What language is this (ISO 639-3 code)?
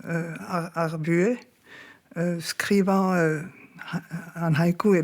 bre